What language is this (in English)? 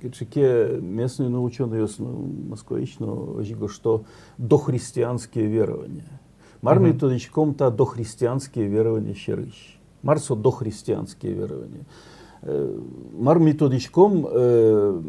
Udmurt